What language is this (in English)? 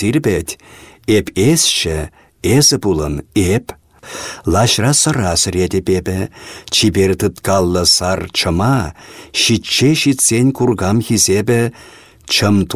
Chuvash